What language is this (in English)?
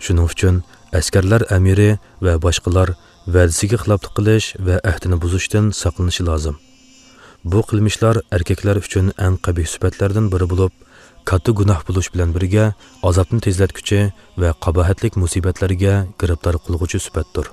Uyghur